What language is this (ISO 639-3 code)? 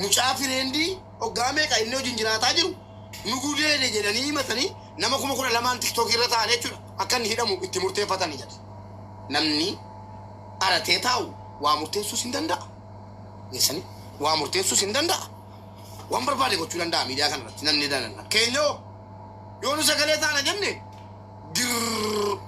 orm